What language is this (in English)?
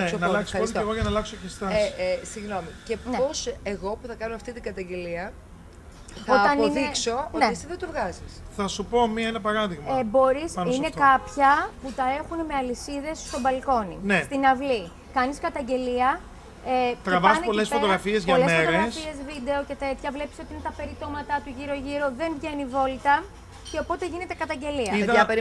Greek